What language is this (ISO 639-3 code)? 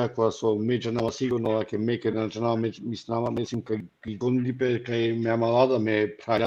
rmn